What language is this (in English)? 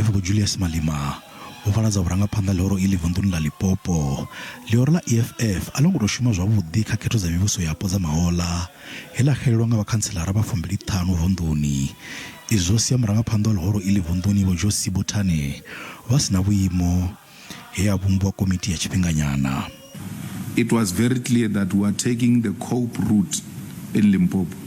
Venda